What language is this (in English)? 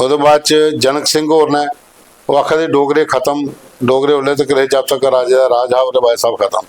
Dogri